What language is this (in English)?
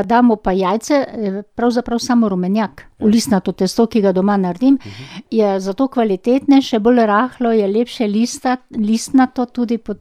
Slovenian